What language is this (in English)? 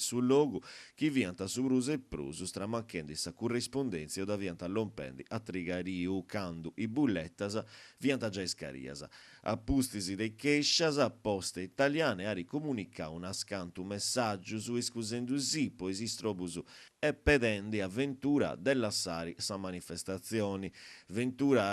Sardinian